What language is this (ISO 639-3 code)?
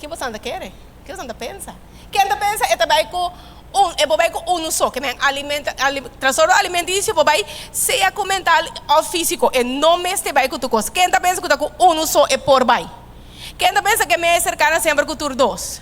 pap